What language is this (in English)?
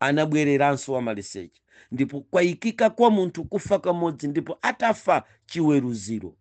Nyanja